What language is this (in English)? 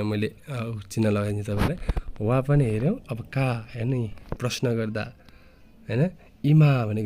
Nepali